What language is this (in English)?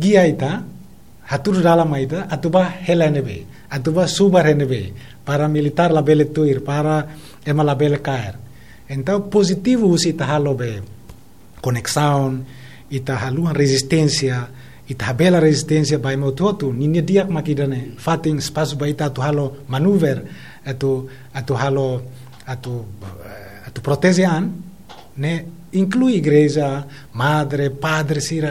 Tetum